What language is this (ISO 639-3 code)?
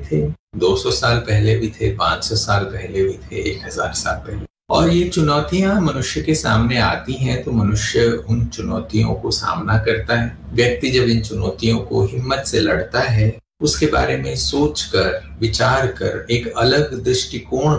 hin